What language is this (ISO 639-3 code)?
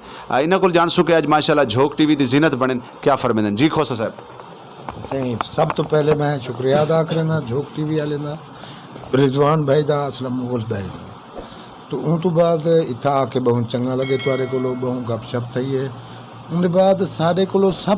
skr